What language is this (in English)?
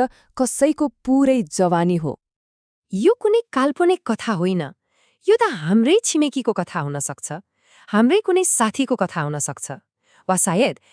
Nepali